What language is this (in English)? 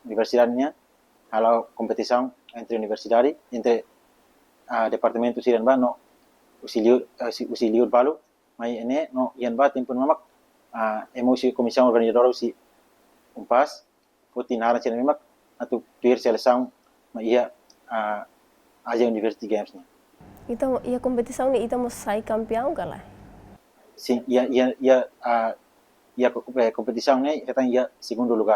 Tetum